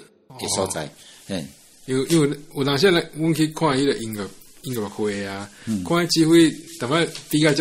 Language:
Min Nan Chinese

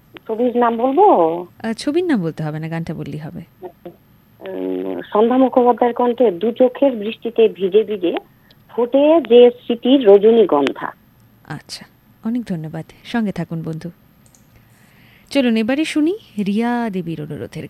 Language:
Bangla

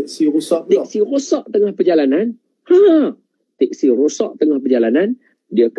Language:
Malay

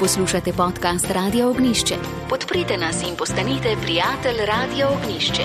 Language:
Slovenian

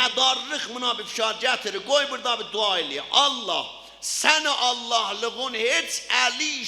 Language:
South Azerbaijani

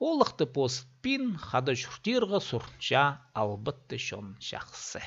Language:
Khakas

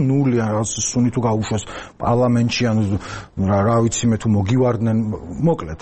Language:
Georgian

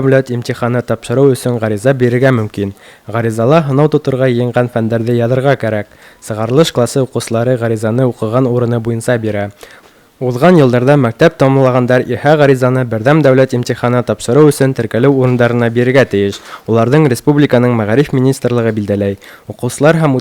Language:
Bashkir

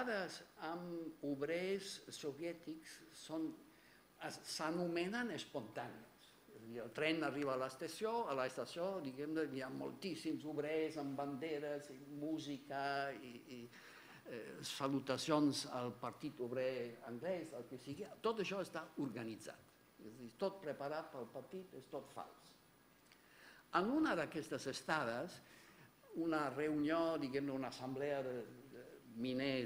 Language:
Catalan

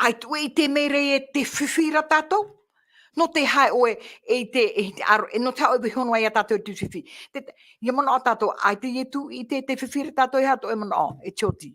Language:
Tahitian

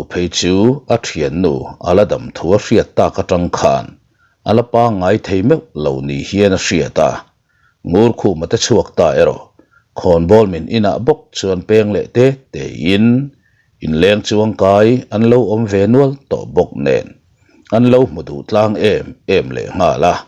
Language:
Mizo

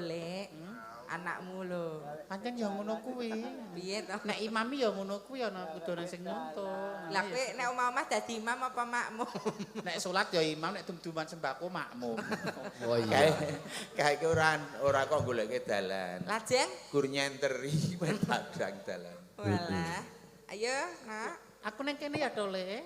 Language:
Javanese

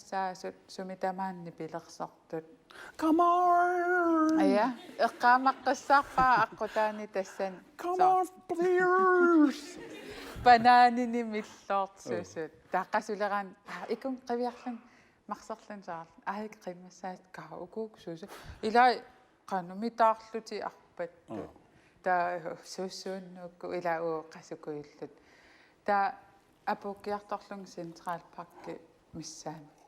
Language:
Kalaallisut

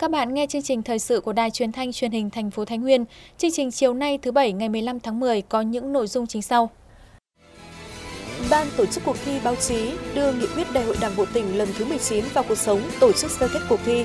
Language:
Vietnamese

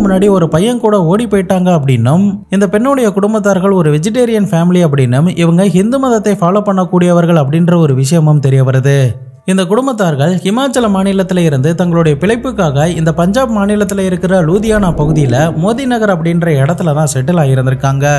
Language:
Tamil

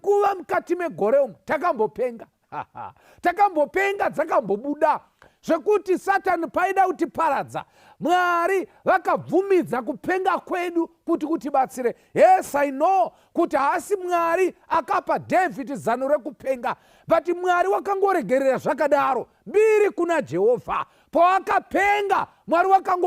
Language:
Shona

